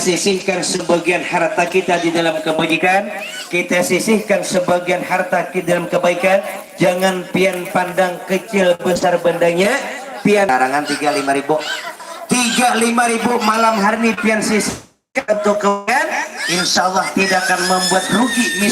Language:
Banjar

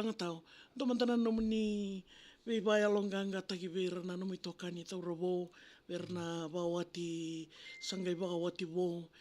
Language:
Fijian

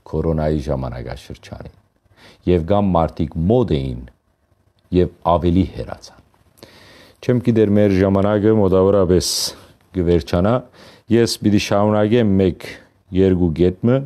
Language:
Western Armenian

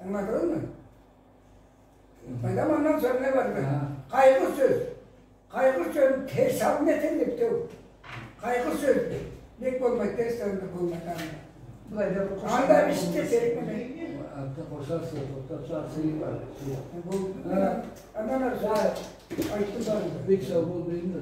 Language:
Karachay-Balkar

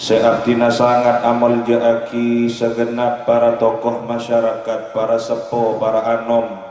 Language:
Madurese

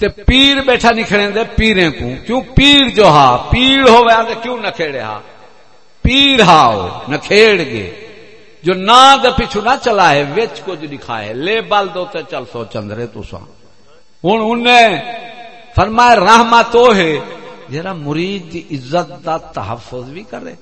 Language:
Saraiki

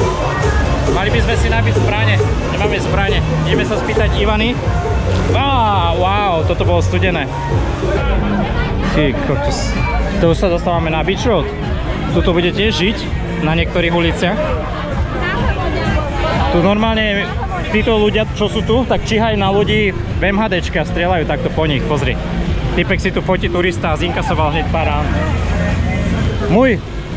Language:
Slovak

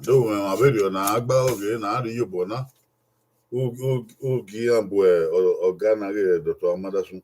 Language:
Bini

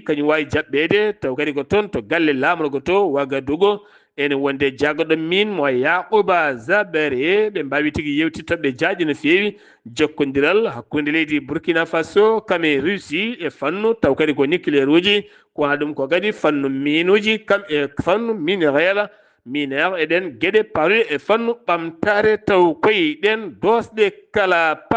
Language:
Fula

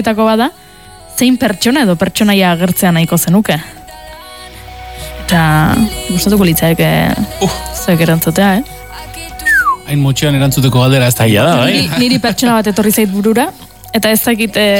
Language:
Basque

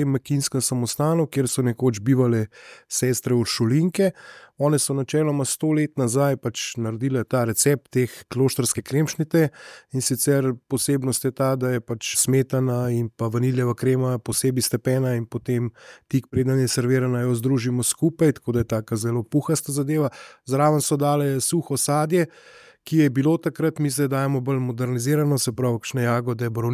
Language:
Slovenian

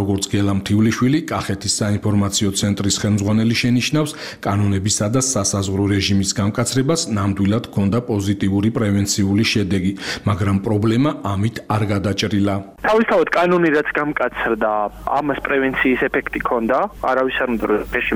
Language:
Georgian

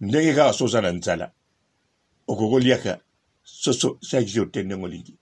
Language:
Lingala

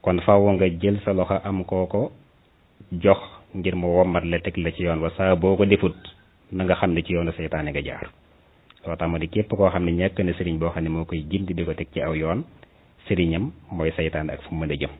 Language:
Wolof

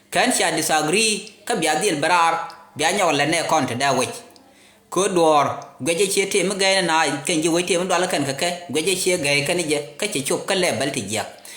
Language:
Nuer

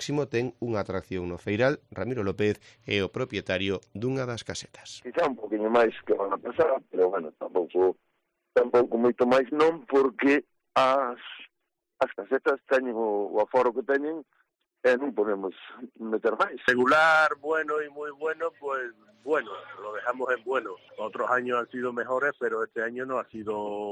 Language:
Galician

